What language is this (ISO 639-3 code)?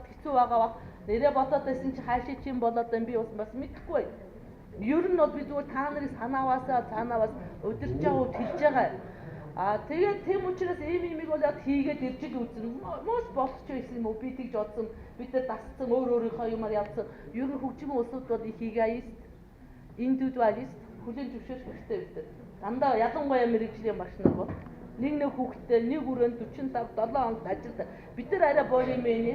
mon